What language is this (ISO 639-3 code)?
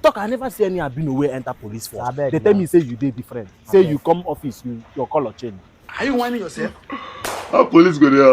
pcm